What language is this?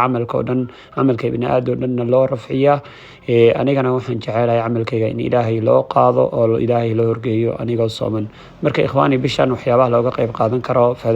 Somali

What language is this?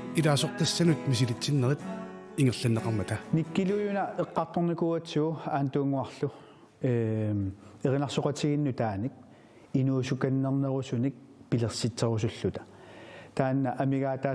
Kalaallisut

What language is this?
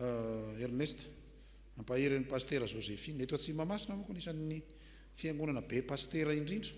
Malagasy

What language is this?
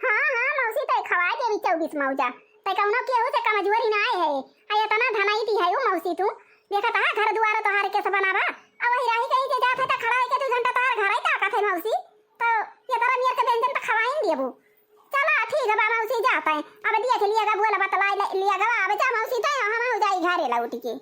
Awadhi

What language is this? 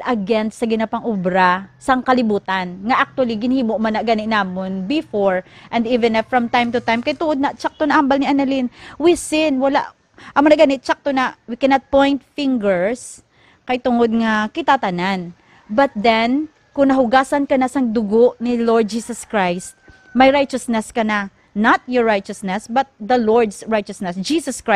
Hiligaynon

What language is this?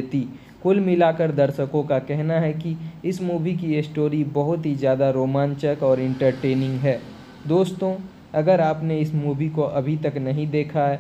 Hindi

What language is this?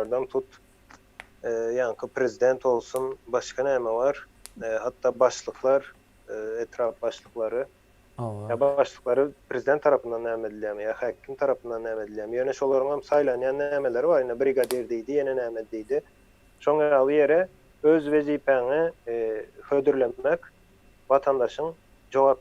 Turkmen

